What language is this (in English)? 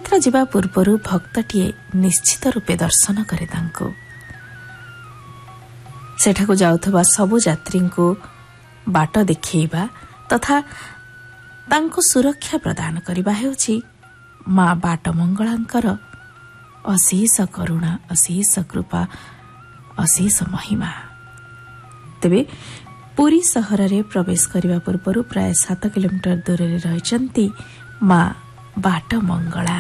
Odia